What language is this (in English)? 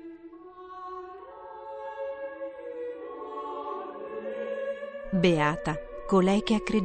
Italian